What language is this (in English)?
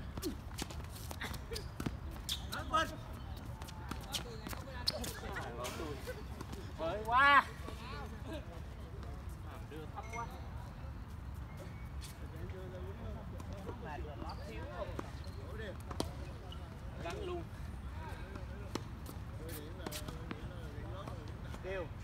Vietnamese